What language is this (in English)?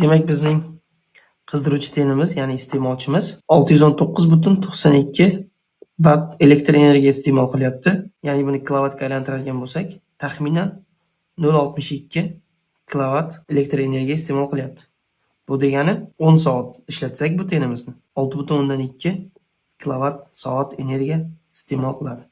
Uzbek